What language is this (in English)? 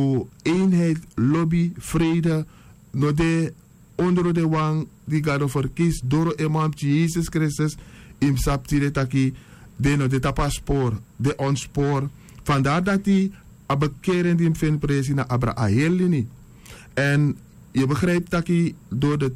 Sranan Tongo